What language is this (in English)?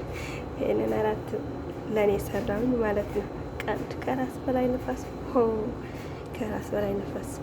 Amharic